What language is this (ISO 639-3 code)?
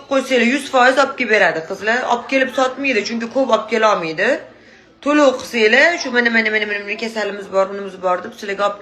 uzb